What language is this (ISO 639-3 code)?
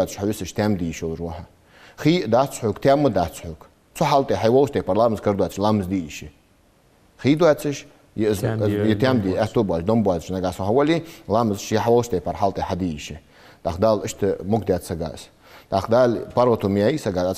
inh